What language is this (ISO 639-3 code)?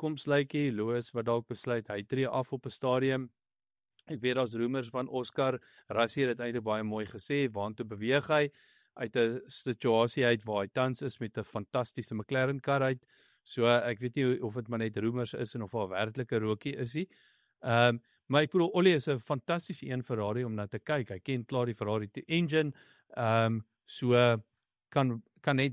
afr